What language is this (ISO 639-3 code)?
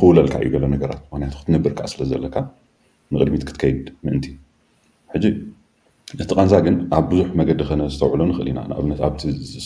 tir